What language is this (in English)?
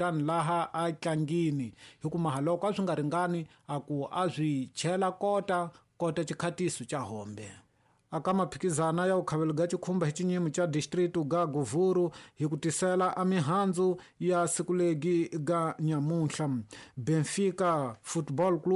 Tsonga